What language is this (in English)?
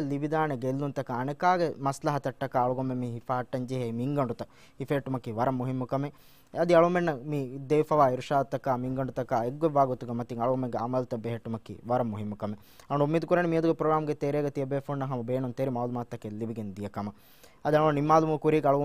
Divehi